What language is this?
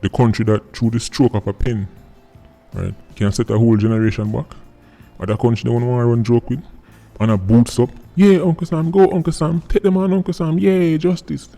Jamaican Creole English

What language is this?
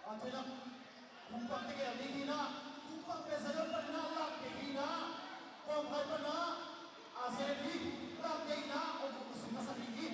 Tedim Chin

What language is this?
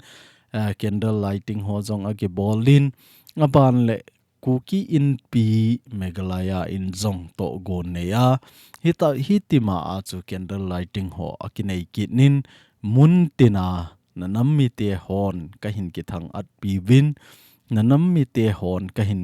Thado Chin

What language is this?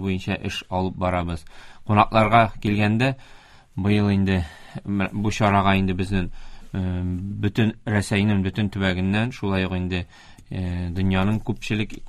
Tatar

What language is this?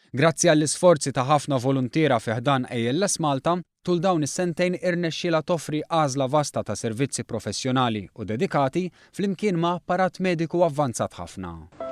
Maltese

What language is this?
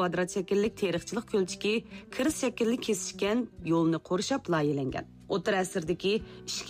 Uyghur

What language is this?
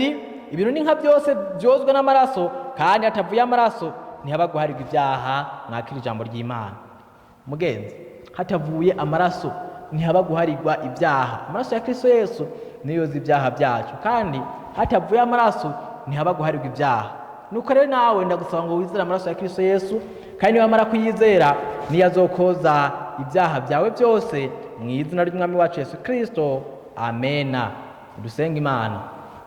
Rundi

